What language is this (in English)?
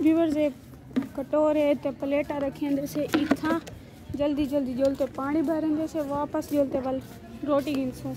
Saraiki